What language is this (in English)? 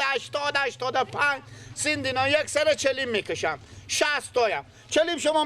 Persian